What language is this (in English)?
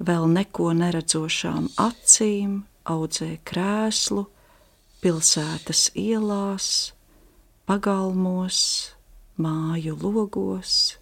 Latvian